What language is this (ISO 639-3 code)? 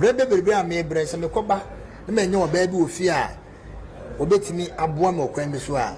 aka